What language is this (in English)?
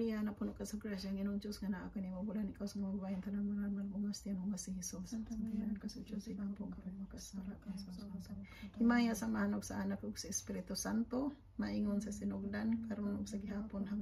Cebuano